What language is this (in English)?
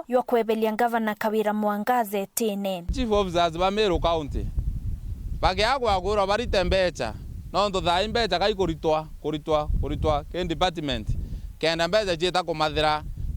Meru